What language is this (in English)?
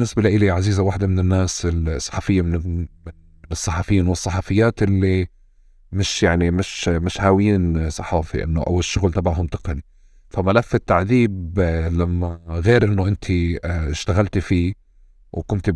North Levantine Arabic